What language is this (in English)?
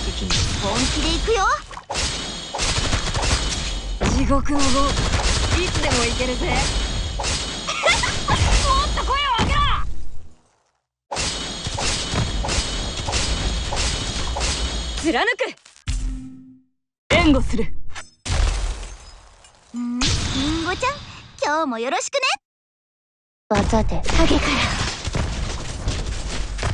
Japanese